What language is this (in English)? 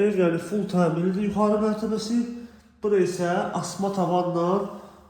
Azerbaijani